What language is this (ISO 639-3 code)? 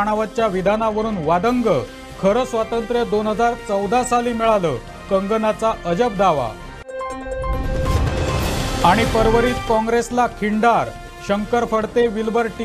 mar